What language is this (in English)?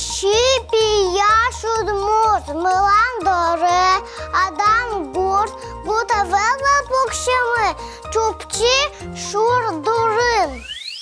Udmurt